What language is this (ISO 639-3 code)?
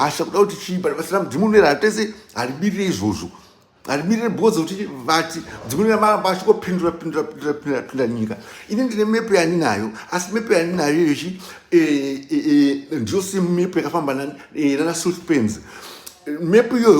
sna